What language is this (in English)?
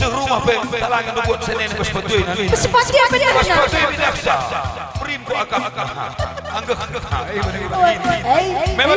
Batak Karo